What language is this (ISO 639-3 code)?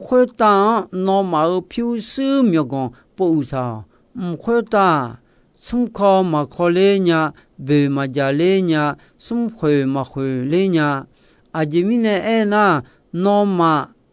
ahk